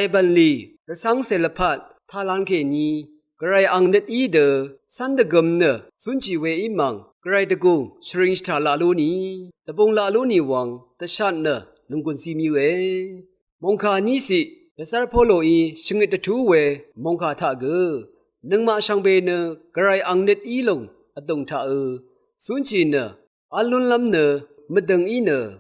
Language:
Rawang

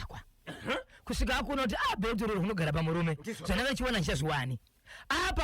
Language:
Shona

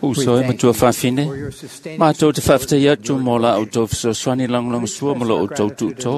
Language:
Samoan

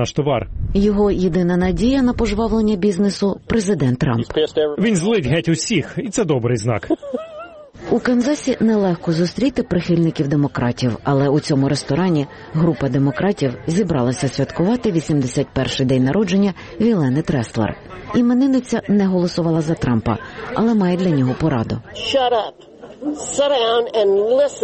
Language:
Ukrainian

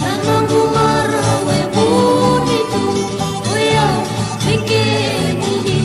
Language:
Fijian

